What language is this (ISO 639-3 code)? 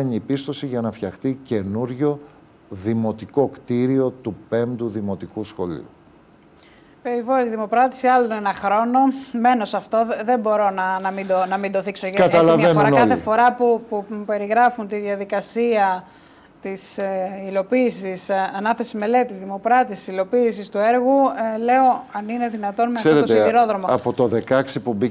ell